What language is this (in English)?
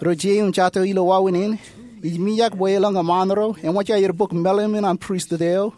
Marshallese